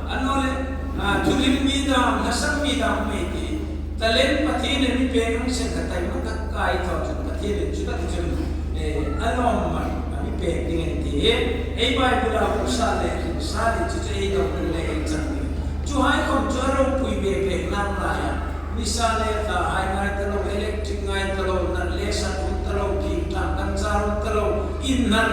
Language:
Hmar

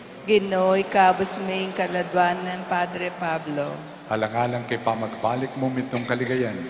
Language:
Pampanga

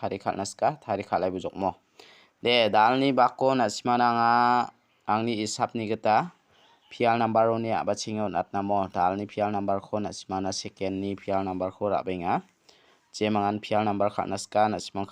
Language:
Garo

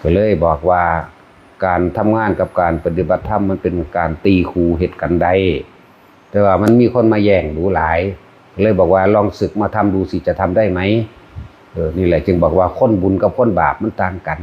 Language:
Lao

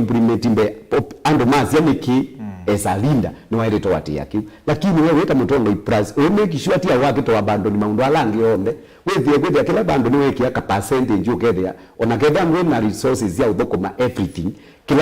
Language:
Kamba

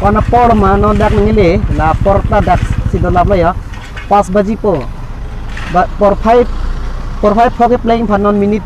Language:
Karbi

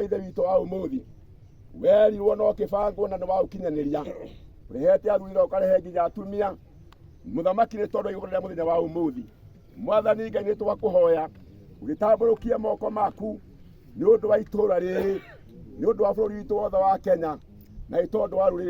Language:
Kikuyu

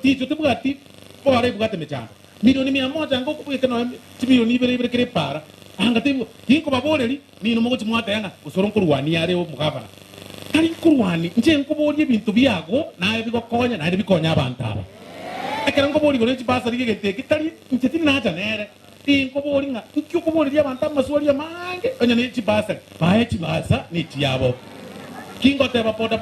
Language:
Gusii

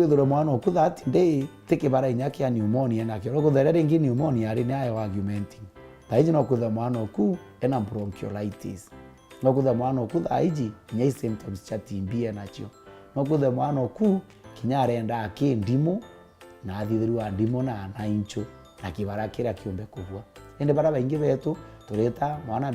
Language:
Meru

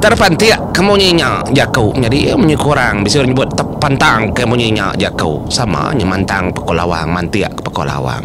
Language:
Iban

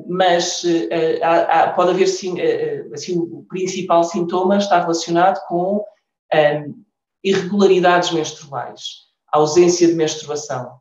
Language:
Portuguese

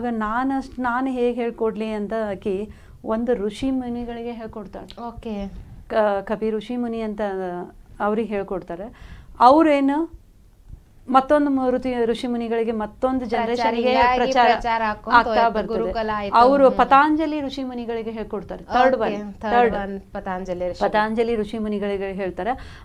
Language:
Kannada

